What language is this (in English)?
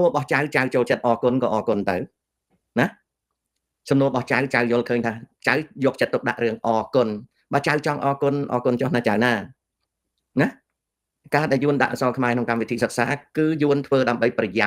Khmer